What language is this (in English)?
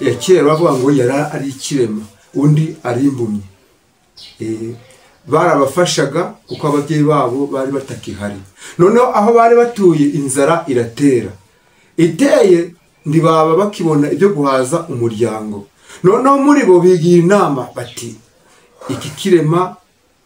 Kinyarwanda